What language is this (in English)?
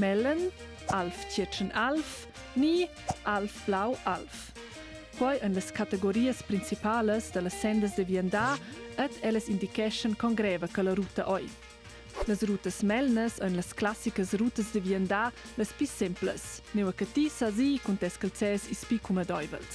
Romansh